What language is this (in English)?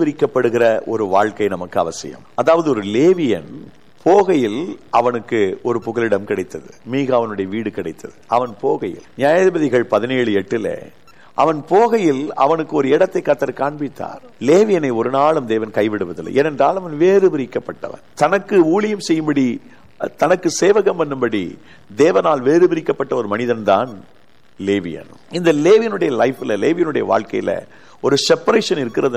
Tamil